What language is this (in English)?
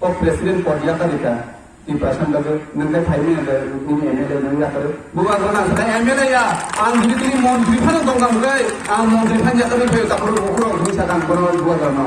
Kok Borok